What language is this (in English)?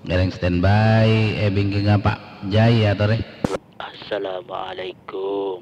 Madurese